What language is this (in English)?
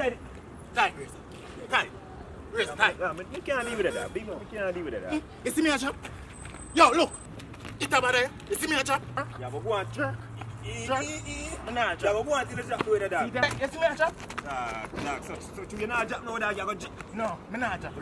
Jamaican Creole English